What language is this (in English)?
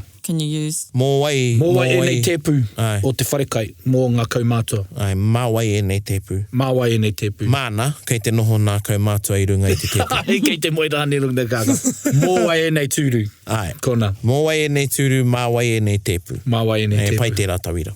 Māori